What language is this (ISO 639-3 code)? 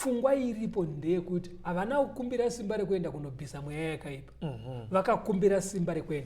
sna